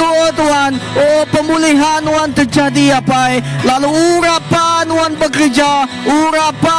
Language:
Iban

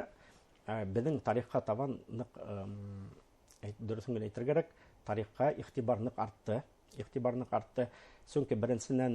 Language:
Bashkir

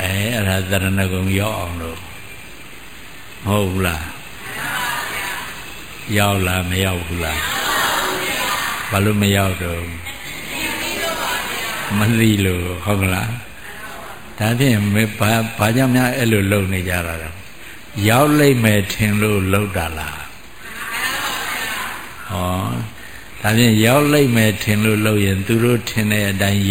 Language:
Burmese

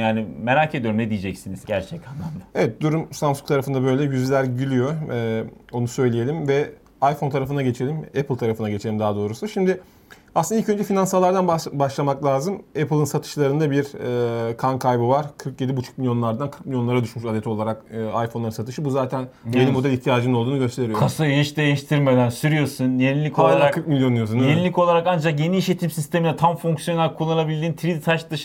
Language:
Turkish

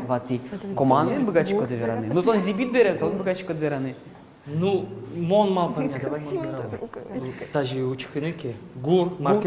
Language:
Udmurt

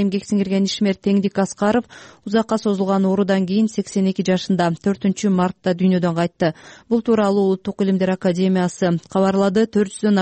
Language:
Kyrgyz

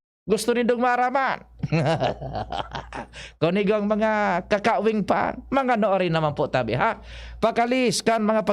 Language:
Bikol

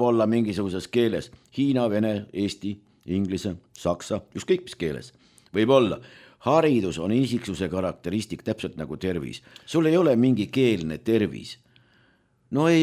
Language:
Estonian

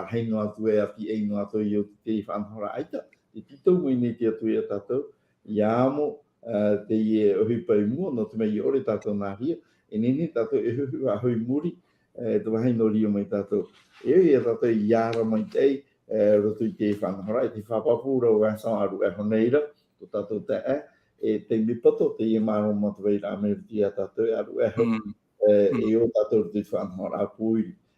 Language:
Tahitian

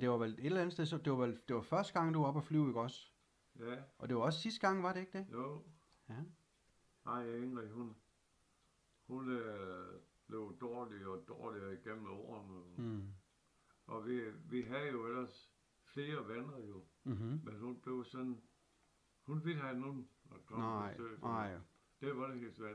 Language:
Danish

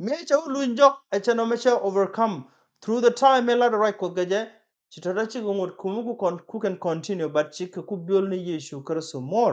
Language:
Nuer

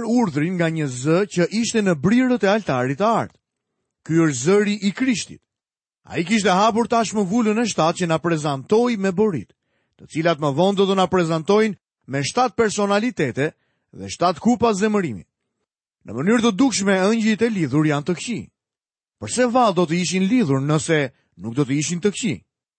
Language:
Albanian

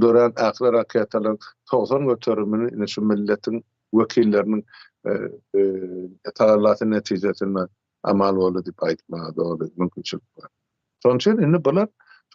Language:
Turkmen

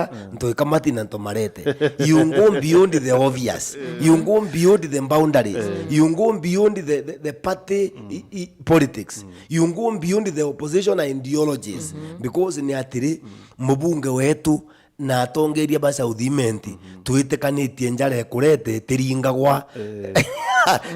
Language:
Meru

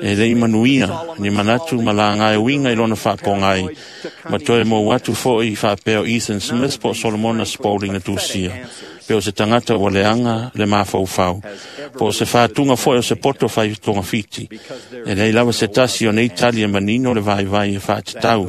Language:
Samoan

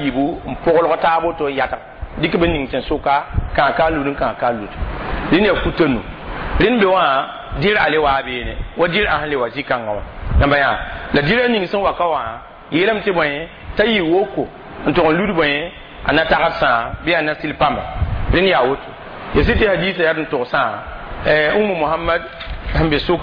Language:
Mossi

